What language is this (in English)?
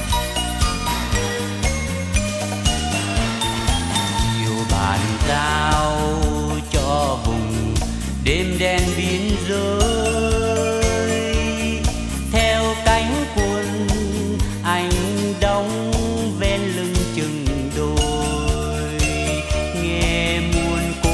Vietnamese